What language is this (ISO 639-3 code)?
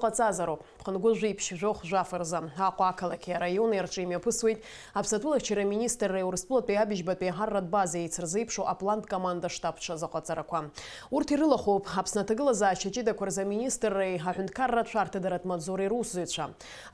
abk